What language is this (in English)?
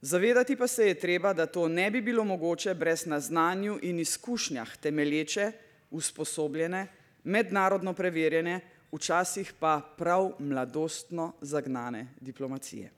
Slovenian